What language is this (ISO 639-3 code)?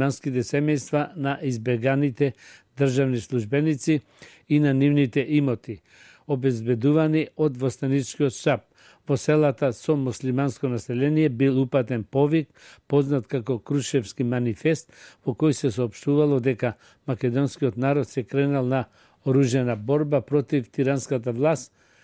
mkd